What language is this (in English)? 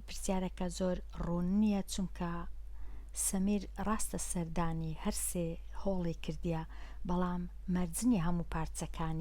Central Kurdish